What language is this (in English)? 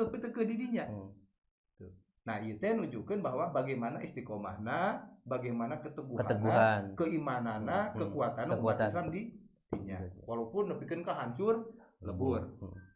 Sundanese